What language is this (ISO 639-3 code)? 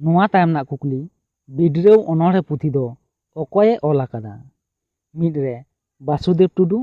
sat